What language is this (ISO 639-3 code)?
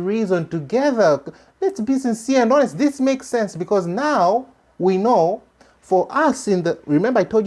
eng